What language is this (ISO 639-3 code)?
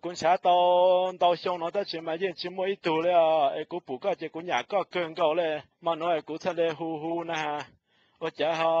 hmn